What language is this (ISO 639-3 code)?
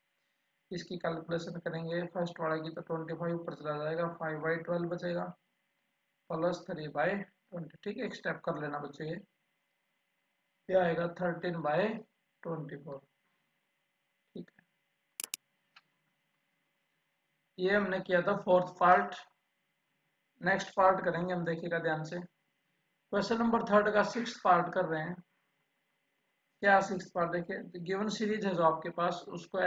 hin